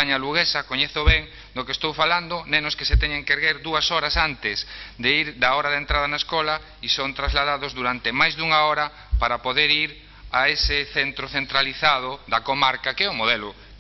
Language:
Galician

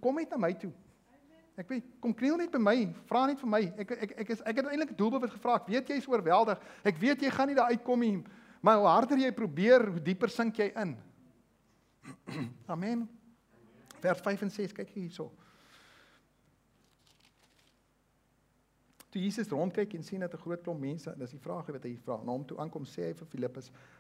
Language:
Afrikaans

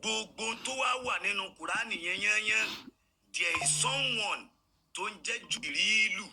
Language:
Yoruba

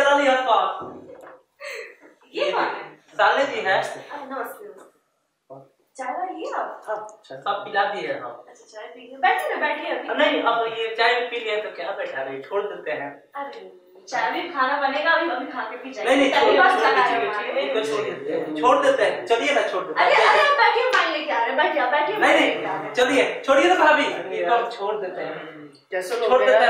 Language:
Hindi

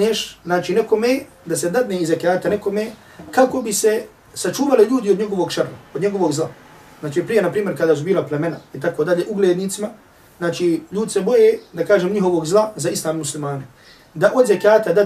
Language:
Bosnian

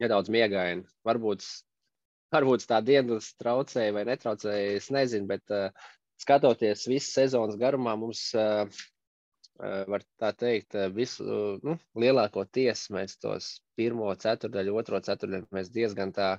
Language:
Latvian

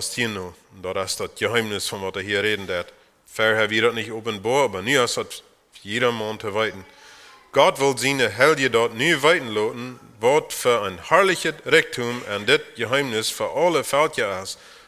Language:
Plautdietsch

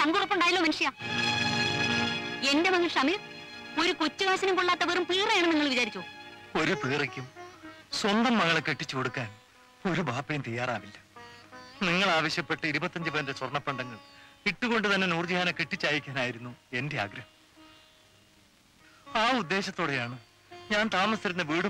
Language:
Malayalam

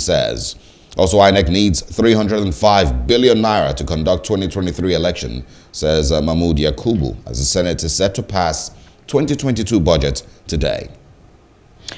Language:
English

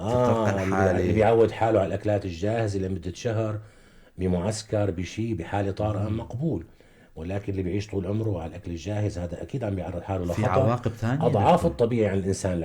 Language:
North Levantine Arabic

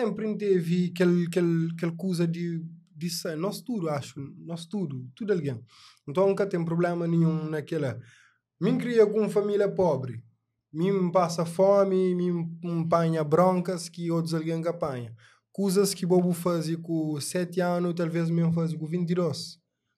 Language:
Kabuverdianu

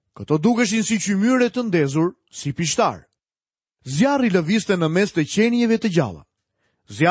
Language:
Albanian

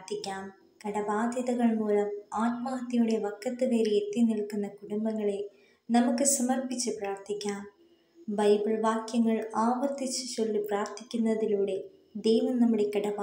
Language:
Malayalam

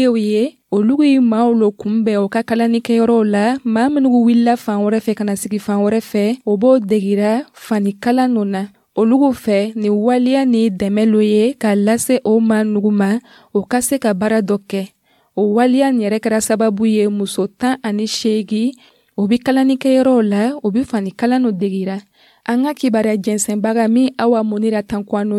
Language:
Dyula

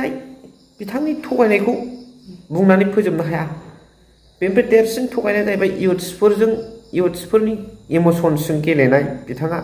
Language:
Bodo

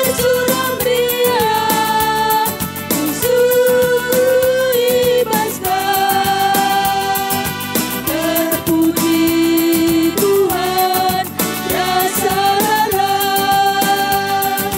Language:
Batak Karo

